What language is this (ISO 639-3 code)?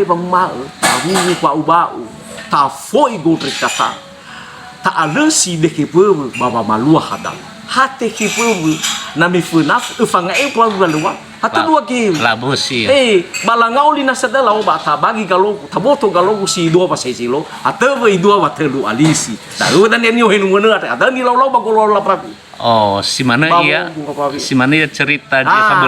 nia